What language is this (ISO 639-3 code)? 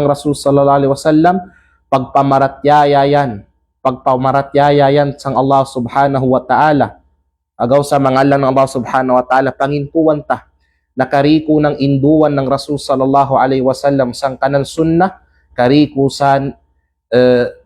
kqe